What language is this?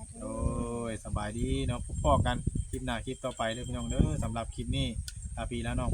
Northeastern Thai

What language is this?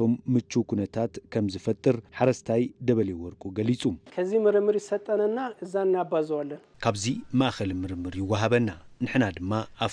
Tigrinya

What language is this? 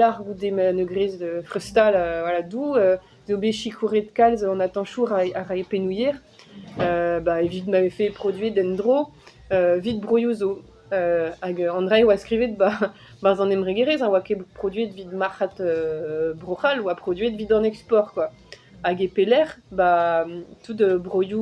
Breton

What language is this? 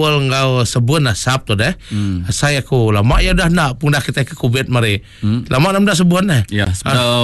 Iban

